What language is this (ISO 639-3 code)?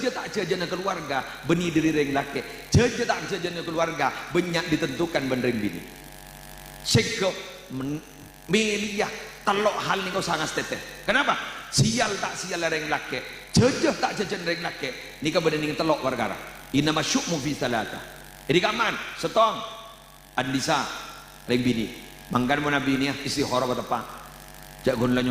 mad